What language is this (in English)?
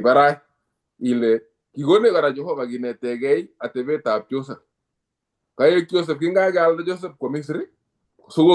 Kalenjin